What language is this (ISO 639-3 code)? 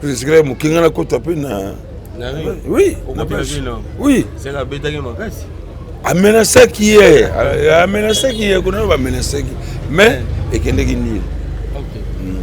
lin